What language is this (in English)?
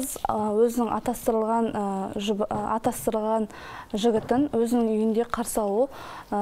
Kazakh